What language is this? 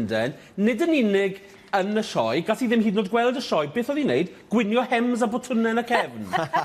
Welsh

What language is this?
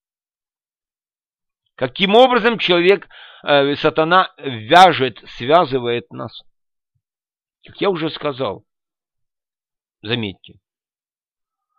Russian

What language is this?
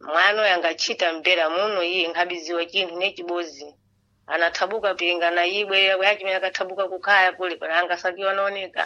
Sena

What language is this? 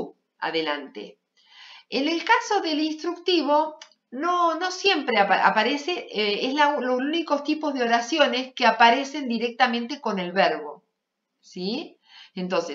Spanish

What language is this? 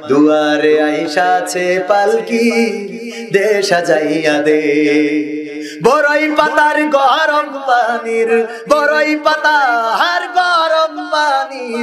Bangla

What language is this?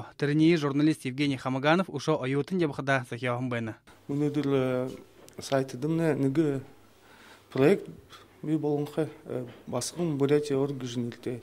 Buriat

